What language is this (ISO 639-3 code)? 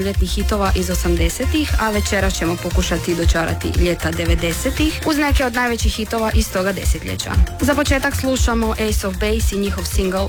hrv